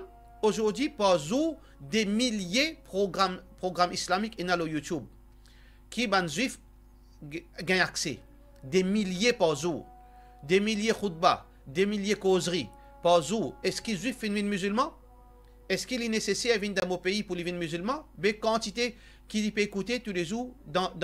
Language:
Morisyen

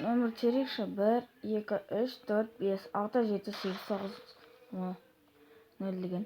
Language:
Kazakh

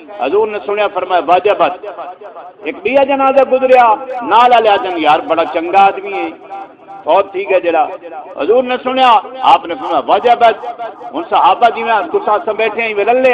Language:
Saraiki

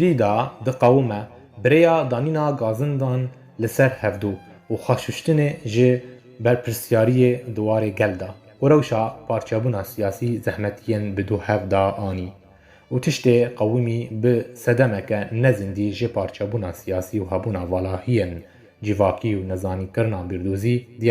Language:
Kurdish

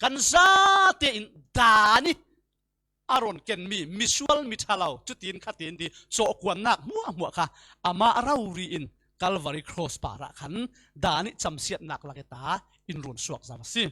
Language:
Falam Chin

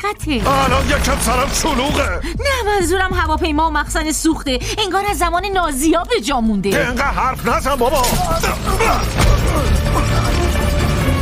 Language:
Persian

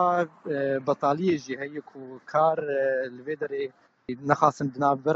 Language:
Kurdish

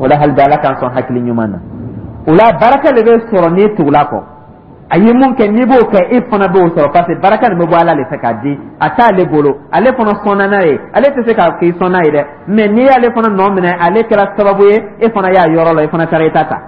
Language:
Dyula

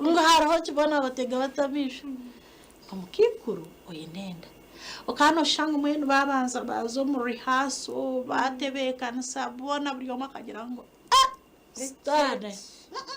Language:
Nyankole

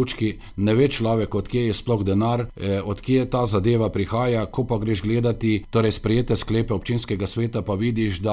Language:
Slovenian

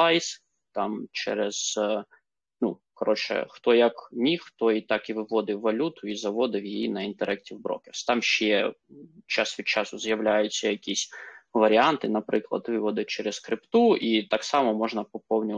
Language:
Ukrainian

